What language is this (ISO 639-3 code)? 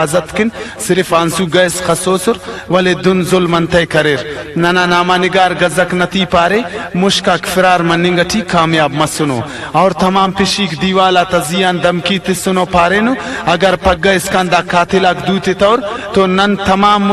brh